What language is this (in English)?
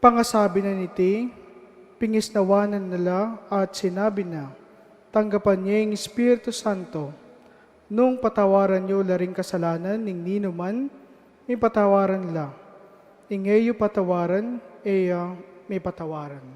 Pampanga